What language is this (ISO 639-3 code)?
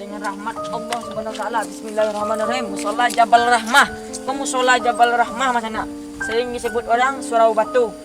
min